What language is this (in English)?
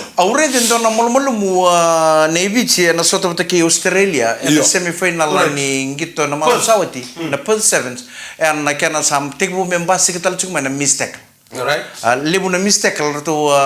Fijian